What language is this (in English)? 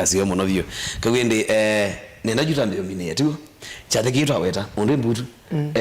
Kamba